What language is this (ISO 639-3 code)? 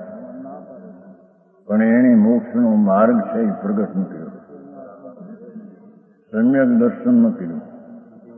guj